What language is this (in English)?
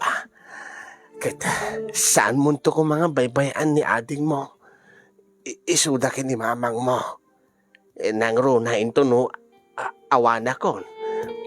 Iloko